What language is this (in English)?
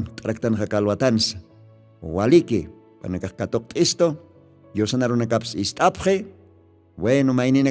Aymara